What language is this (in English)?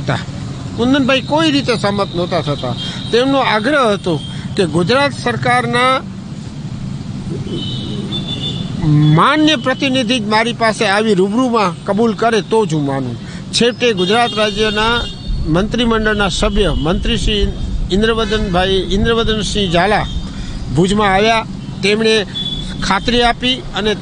Gujarati